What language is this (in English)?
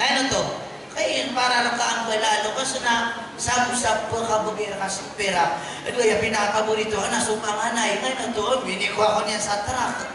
Maranao